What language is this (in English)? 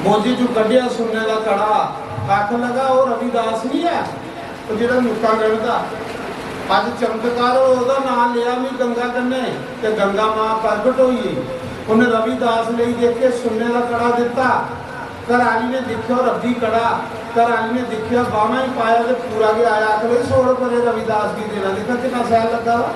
Dogri